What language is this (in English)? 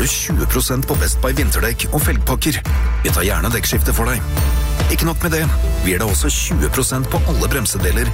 Norwegian